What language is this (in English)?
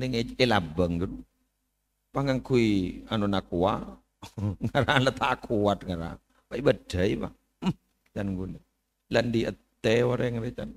Madurese